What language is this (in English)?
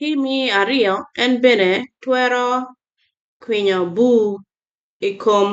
Acoli